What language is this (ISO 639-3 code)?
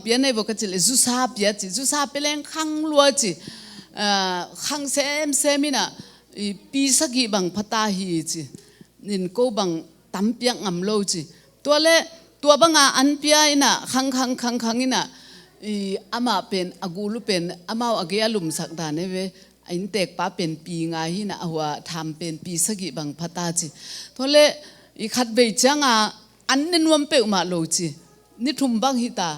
ctd